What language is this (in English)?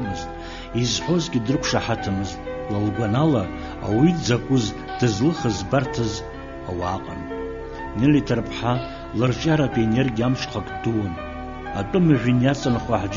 Abkhazian